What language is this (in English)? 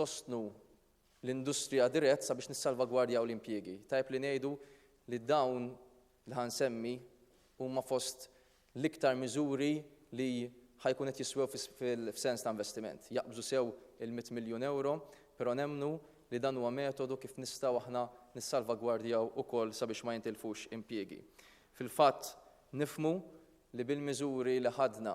Maltese